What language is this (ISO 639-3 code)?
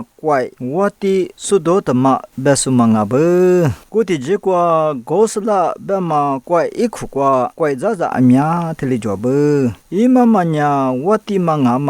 lis